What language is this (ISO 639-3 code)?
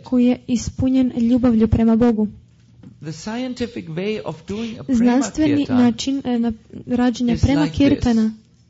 hrv